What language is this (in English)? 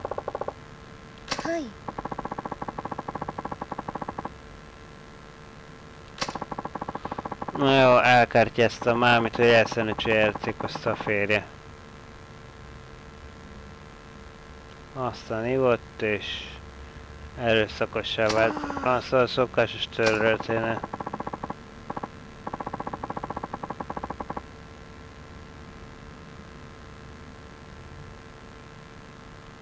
Hungarian